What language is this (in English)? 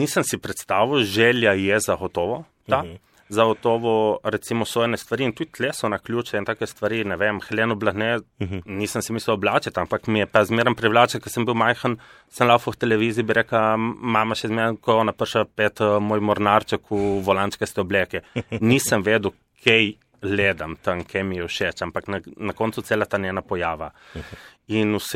Slovenian